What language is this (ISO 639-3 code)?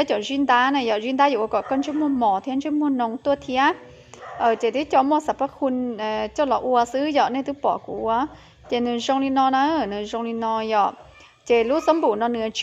hmn